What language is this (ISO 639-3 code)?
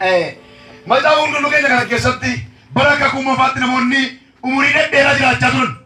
orm